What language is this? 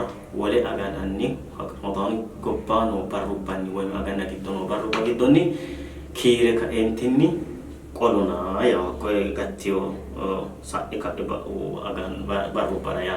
Sidamo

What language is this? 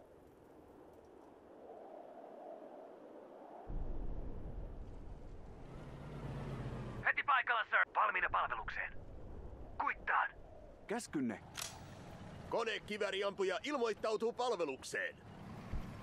Finnish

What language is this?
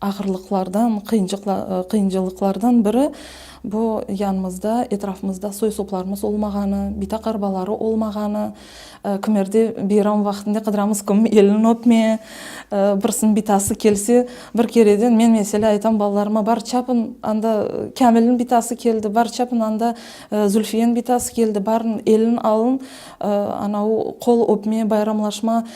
Crimean Tatar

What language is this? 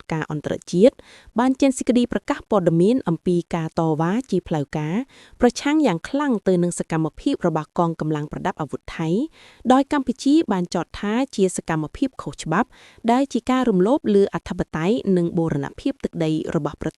Khmer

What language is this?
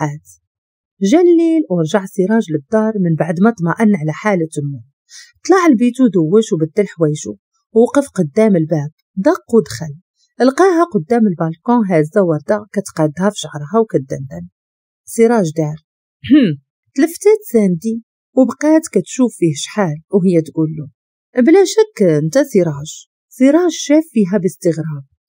Moroccan Arabic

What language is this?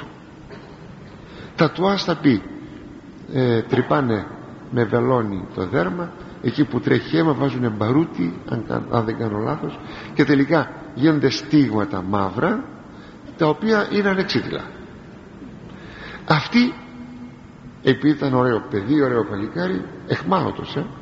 Greek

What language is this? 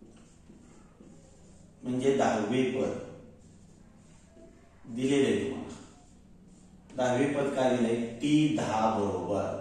Marathi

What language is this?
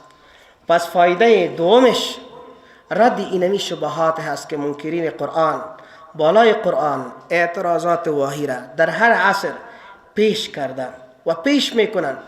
Persian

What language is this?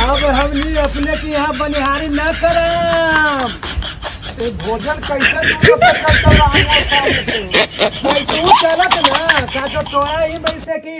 Magahi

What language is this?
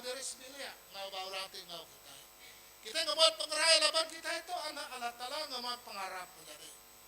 Iban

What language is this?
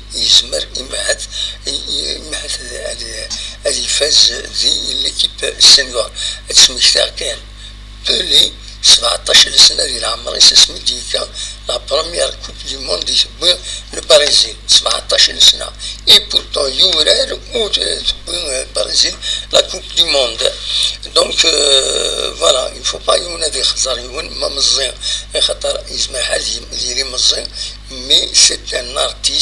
Kabyle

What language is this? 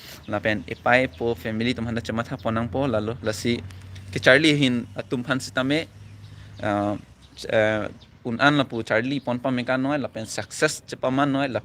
Karbi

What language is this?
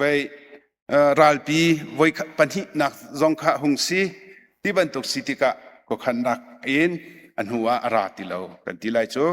Hakha Chin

